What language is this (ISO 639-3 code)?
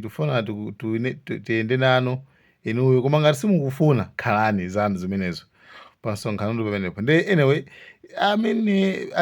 nya